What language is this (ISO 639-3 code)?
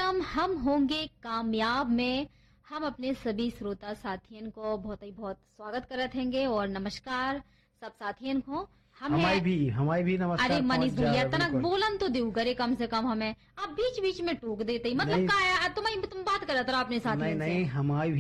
bns